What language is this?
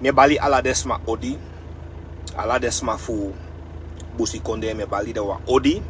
Sranan Tongo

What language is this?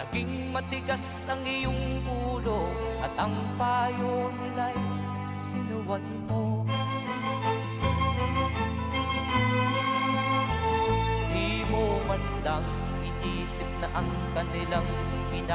Filipino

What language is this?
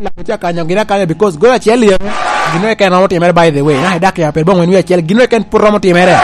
Lango (Uganda)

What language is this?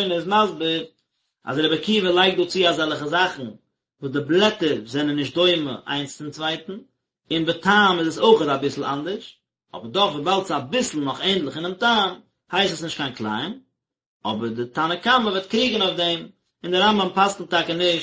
Yiddish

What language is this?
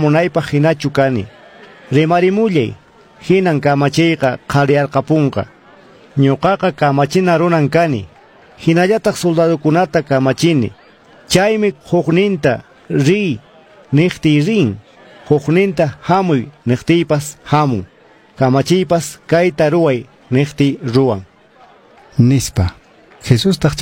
Quechua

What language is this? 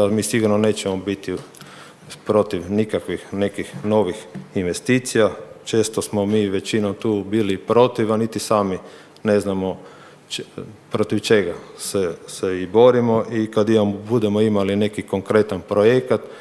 Croatian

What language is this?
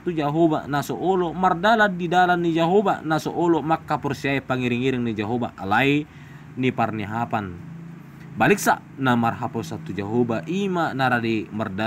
Batak Toba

